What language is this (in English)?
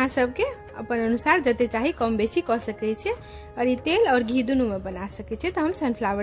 Maithili